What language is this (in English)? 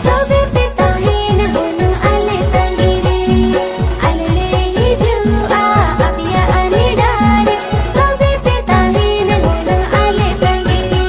Santali